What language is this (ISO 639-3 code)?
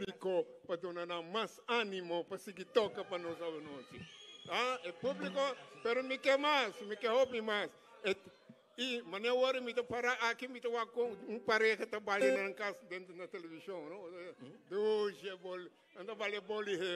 pap